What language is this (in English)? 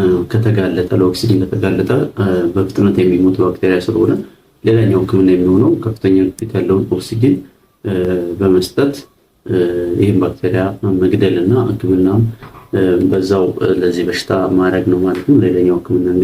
Amharic